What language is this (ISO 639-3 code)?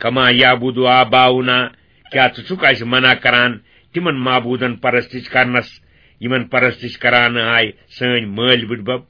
kas